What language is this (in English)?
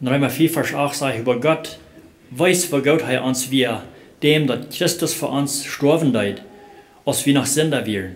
Plautdietsch